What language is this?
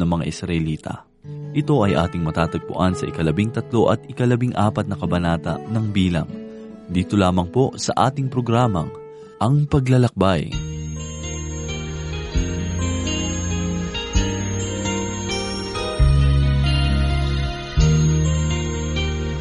Filipino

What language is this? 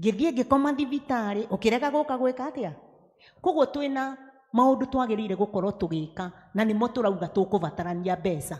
Kikuyu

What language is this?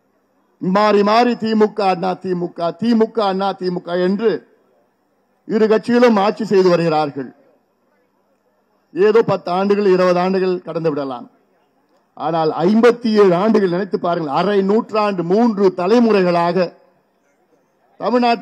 Tamil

